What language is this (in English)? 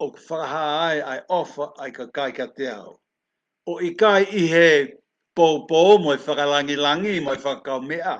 Tongan